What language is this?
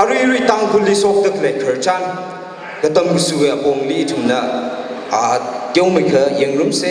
Tangkhul Naga (India)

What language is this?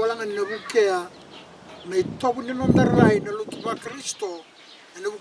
Fijian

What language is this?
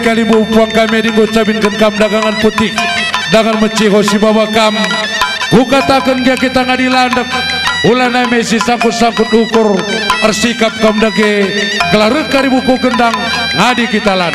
Batak Karo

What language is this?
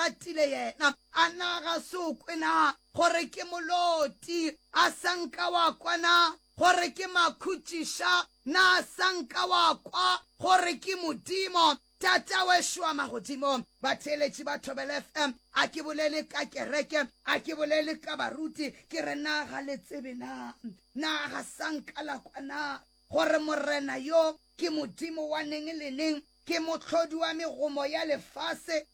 Northern Sotho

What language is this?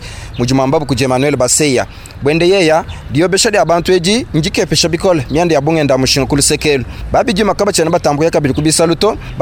Luba-Lulua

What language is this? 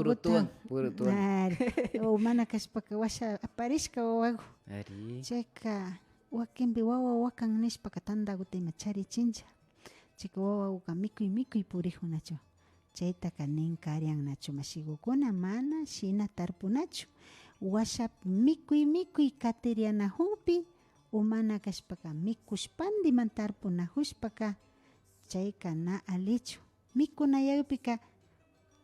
Imbabura Highland Quichua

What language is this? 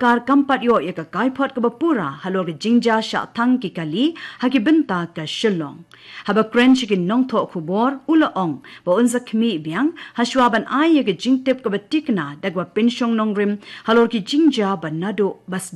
Khasi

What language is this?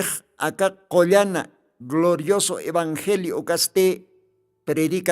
Aymara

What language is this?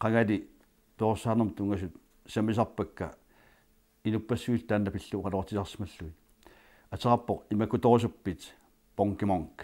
Kalaallisut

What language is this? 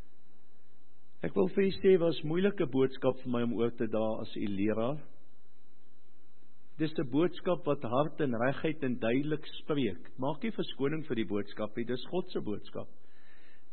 Afrikaans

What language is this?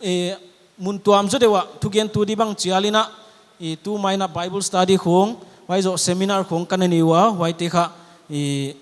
Paite Chin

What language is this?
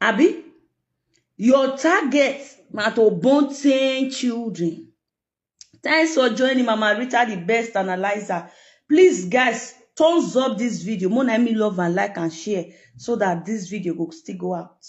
Nigerian Pidgin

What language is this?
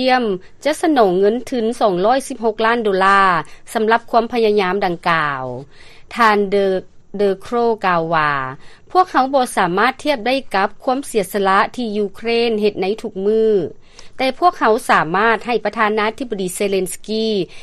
Lao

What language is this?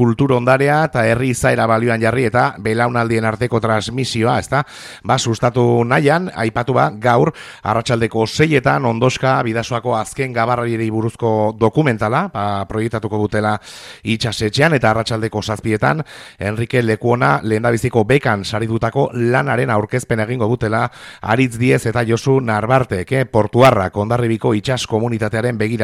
Basque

